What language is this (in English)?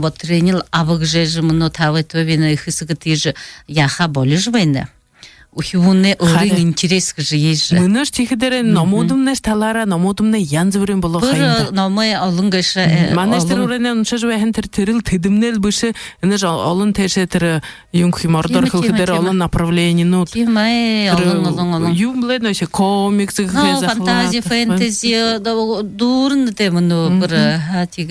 Buriat